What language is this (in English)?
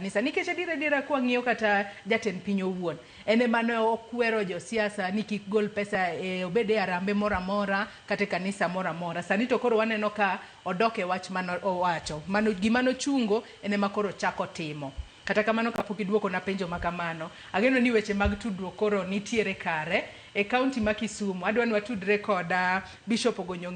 Luo (Kenya and Tanzania)